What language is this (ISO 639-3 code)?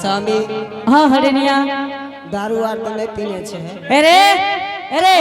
anp